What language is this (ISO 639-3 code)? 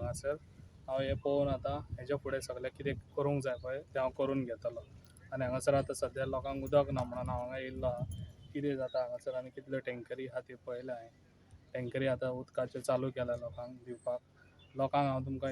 kok